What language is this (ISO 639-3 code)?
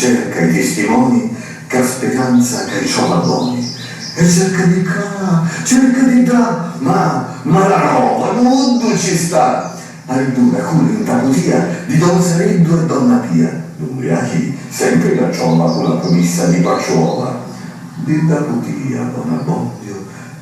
scn